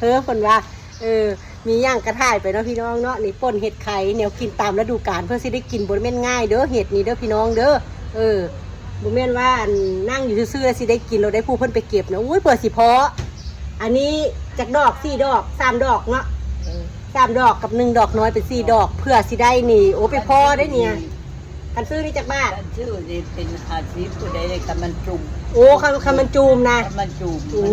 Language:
Northeastern Thai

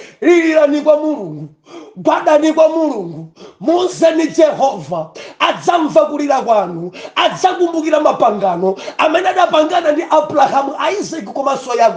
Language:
Nyanja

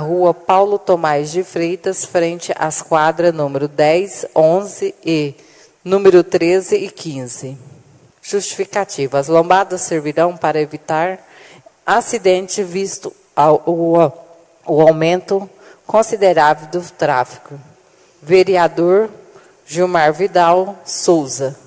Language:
Portuguese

